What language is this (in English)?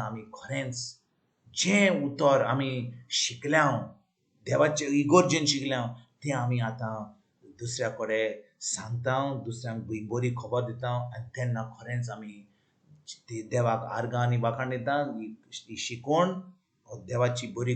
Konkani